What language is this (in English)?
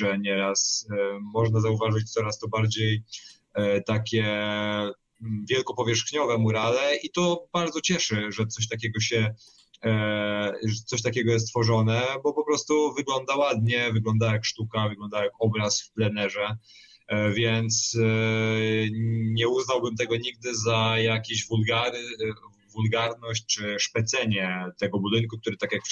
Polish